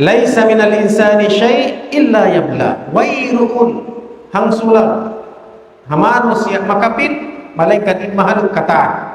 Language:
Tausug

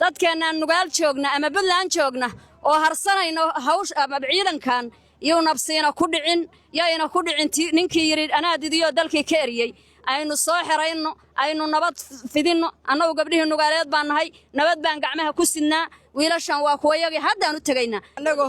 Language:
Somali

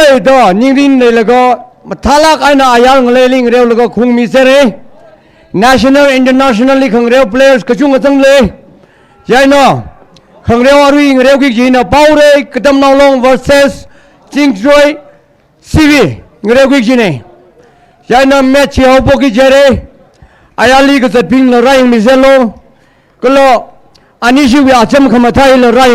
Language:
Tangkhul Naga (India)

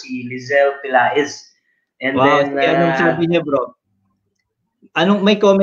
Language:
Filipino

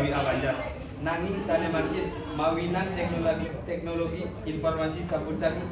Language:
Balinese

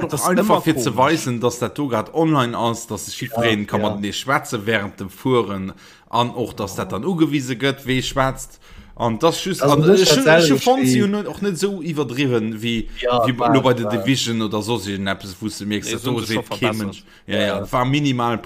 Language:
Luxembourgish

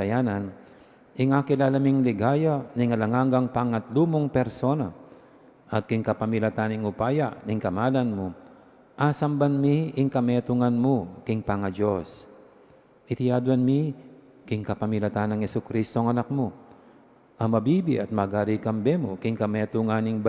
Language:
Pampanga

